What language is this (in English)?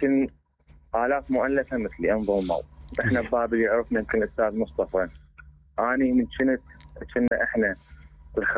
Mesopotamian Arabic